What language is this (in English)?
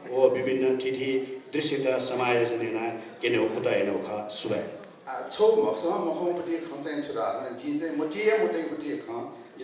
Newari